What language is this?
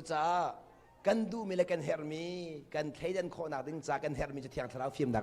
Hakha Chin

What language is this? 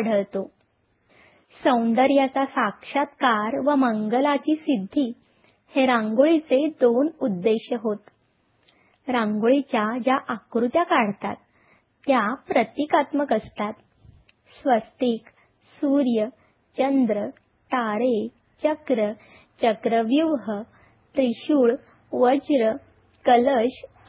Marathi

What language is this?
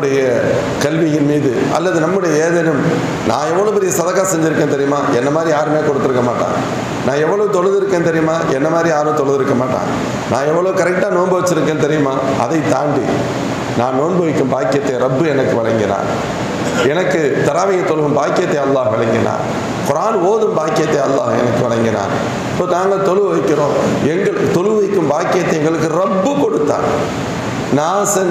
Tamil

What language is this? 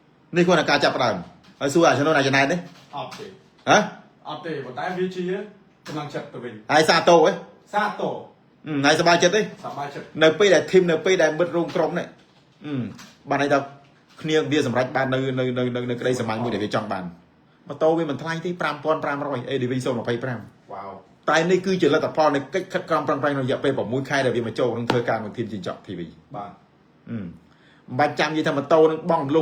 Khmer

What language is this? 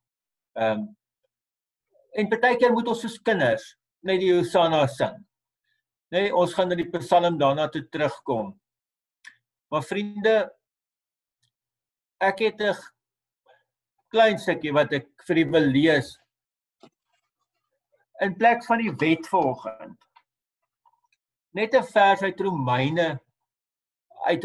Afrikaans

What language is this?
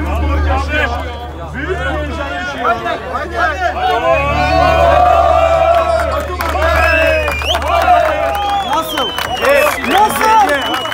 Turkish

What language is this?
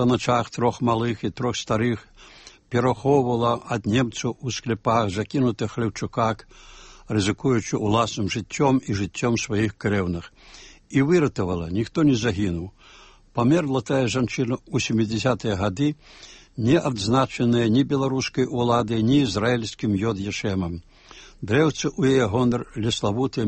Belarusian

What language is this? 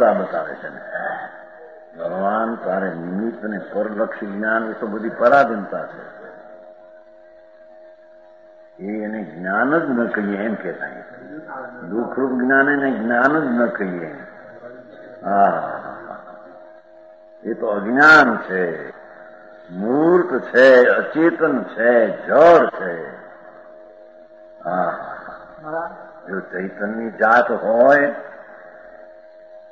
Gujarati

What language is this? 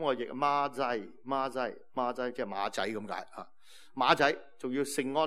Cantonese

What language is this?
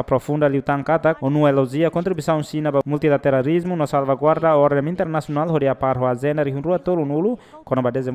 Tetum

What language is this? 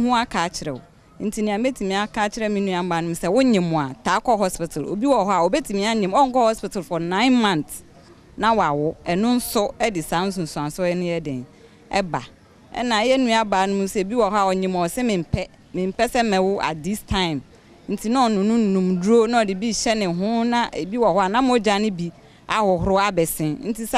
Akan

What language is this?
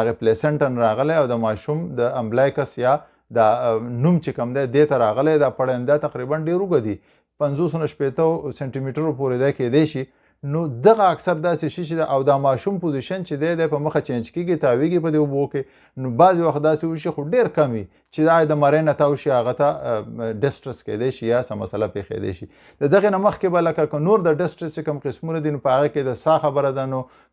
Pashto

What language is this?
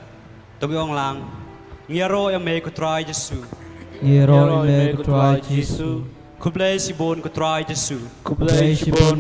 Khasi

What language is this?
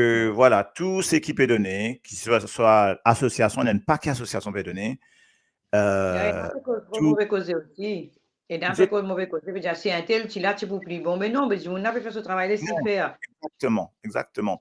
Morisyen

